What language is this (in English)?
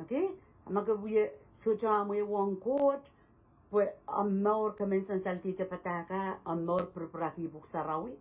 Pohnpeian